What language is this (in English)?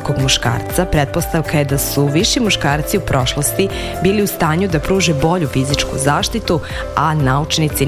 Serbian